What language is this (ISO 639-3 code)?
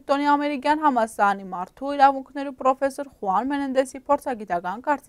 hye